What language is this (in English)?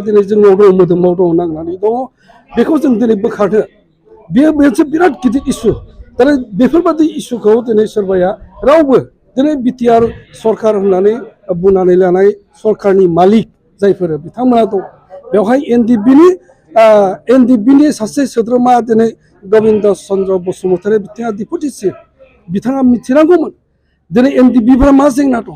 Bodo